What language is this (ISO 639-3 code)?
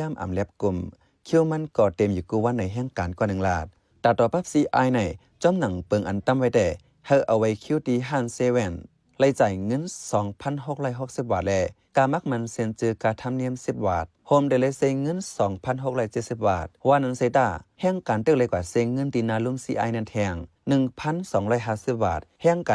shn